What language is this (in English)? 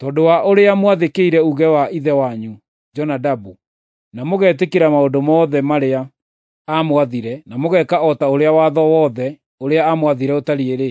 Kikuyu